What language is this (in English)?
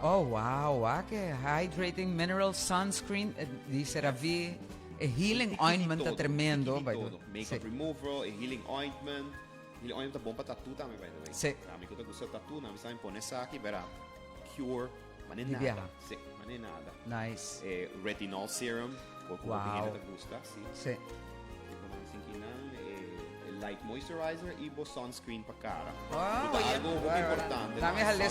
Papiamento